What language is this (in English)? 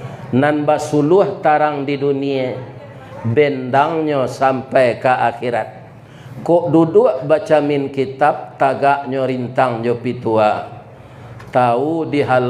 Minangkabau